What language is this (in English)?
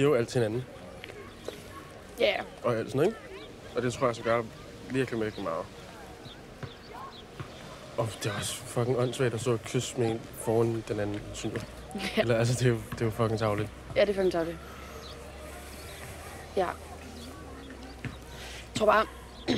Danish